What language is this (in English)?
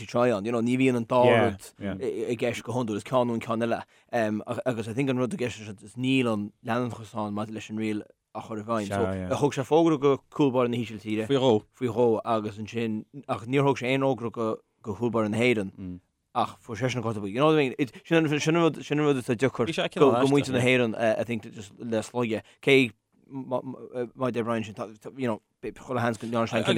Irish